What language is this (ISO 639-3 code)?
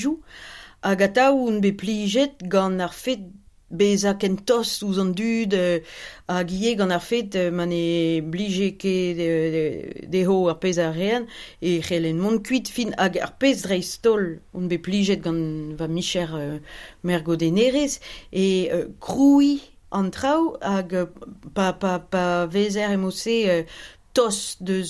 bre